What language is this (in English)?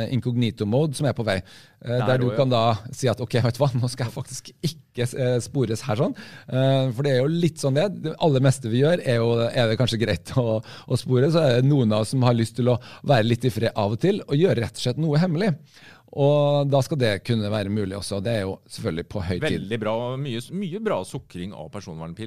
Norwegian